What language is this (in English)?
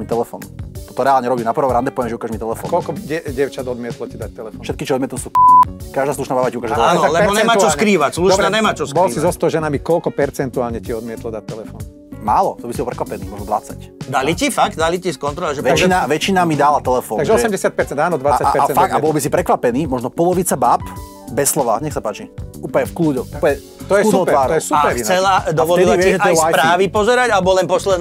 Slovak